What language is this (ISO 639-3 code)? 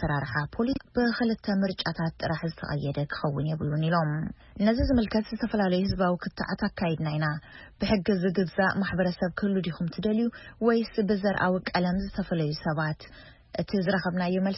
tir